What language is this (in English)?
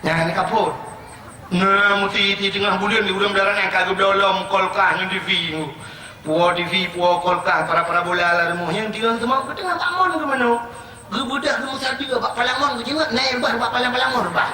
Achinese